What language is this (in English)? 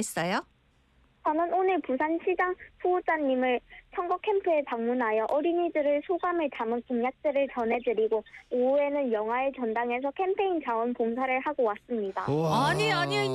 Korean